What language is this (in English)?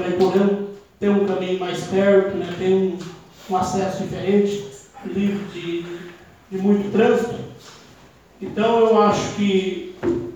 Portuguese